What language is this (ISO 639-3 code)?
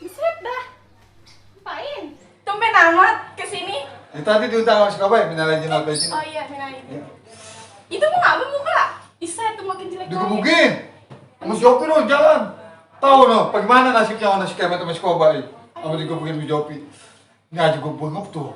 bew